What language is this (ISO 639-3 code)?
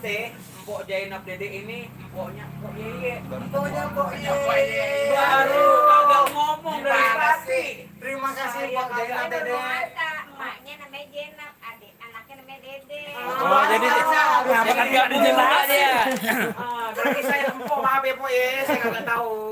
bew